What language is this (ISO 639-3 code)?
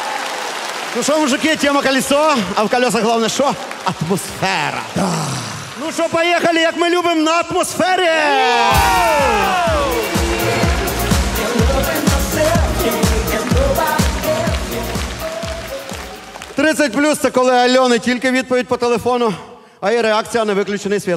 ukr